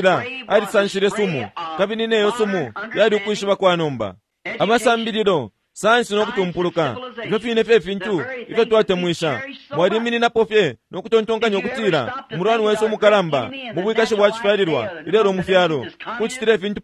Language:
Bemba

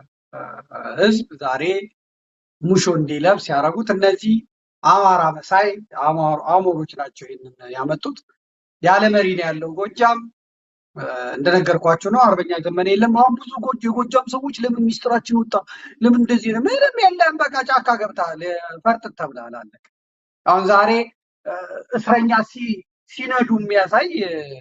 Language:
Amharic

